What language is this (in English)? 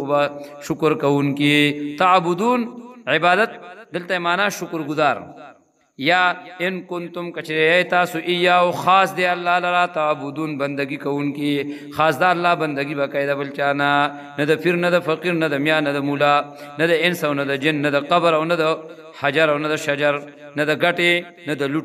Pashto